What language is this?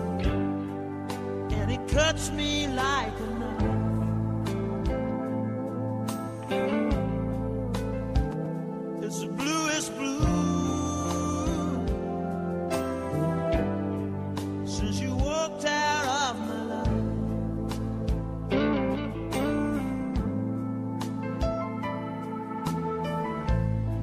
English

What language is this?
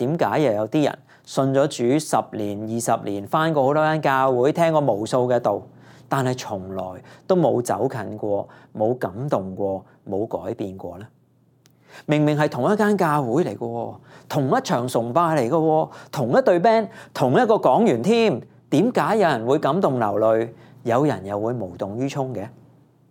Cantonese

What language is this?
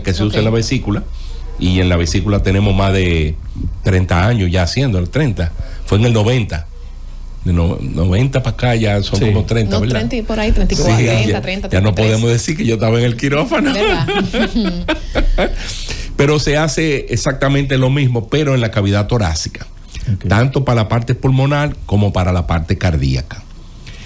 Spanish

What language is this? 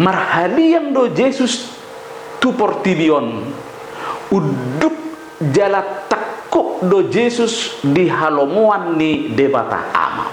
Batak Toba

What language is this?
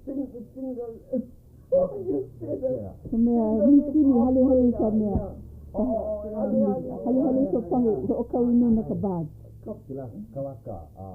Hawaiian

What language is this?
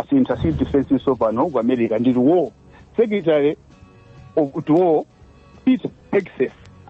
Nyanja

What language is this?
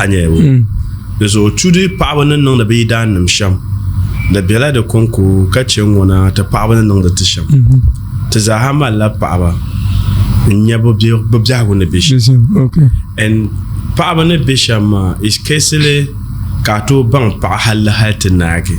Dagbani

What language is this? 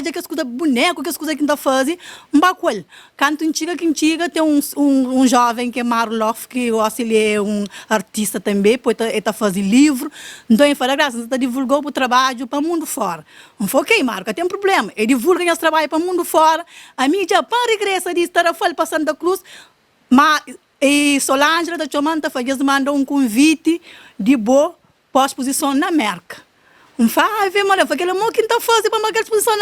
Kabuverdianu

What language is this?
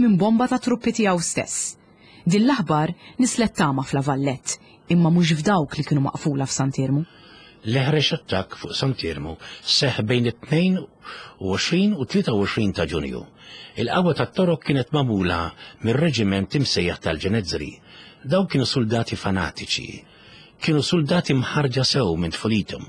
Maltese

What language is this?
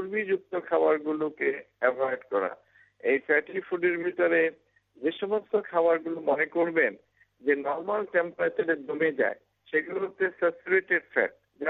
Bangla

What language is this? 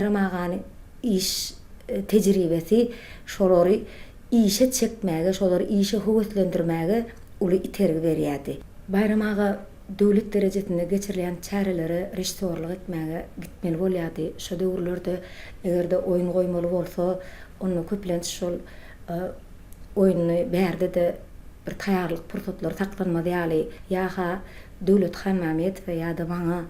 Turkmen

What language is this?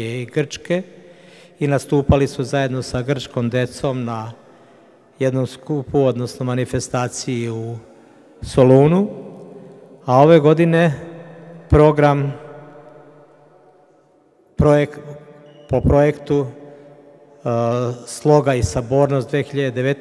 Serbian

